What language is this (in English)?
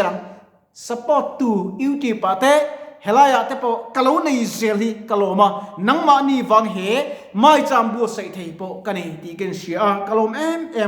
Mizo